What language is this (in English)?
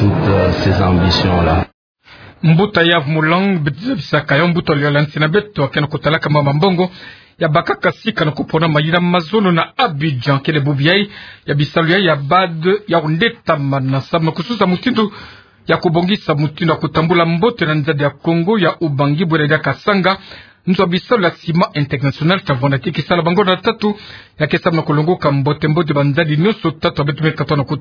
Kituba (Democratic Republic of Congo)